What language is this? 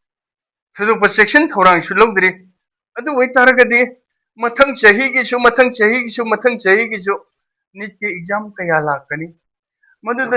Manipuri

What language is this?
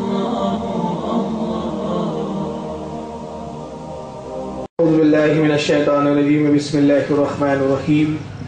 Urdu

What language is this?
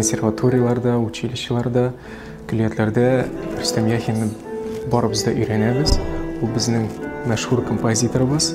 Tatar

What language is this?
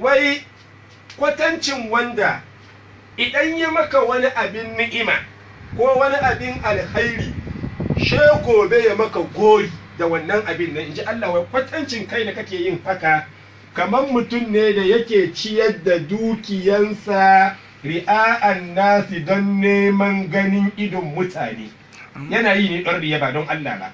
Hausa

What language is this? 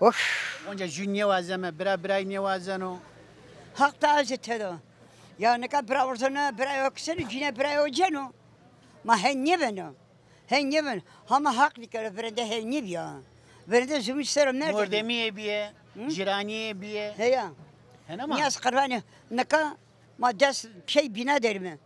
Zaza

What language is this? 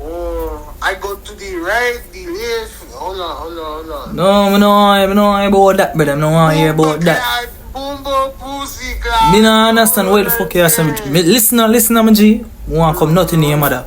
Jamaican Creole English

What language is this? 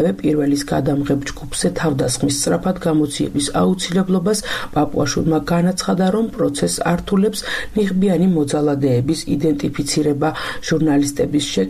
Georgian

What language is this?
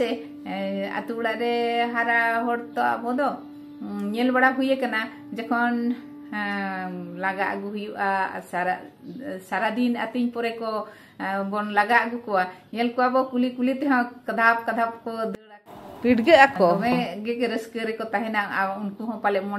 Santali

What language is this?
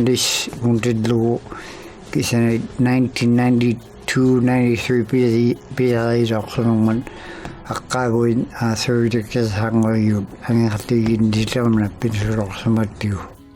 Inuktitut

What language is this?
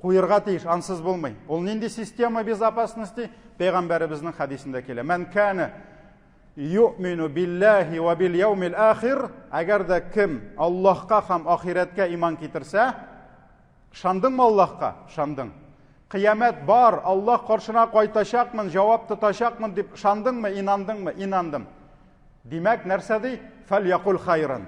Tatar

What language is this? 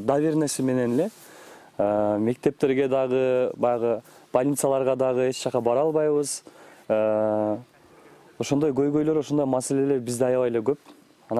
Kyrgyz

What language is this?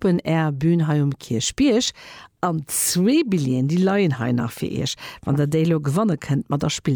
Luxembourgish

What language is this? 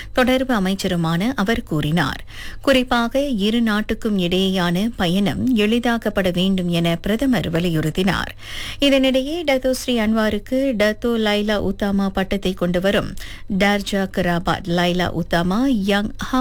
Tamil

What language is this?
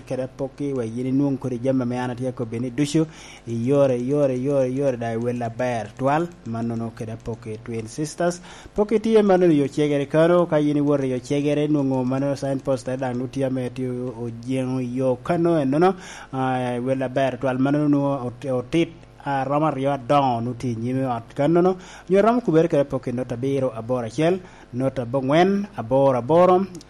Lango (Uganda)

